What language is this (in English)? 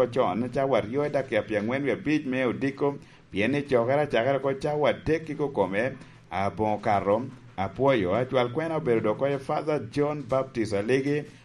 Lango (Uganda)